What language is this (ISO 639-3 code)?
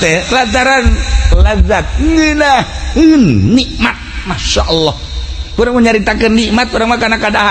sun